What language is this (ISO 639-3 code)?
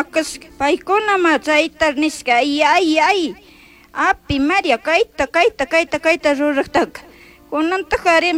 qug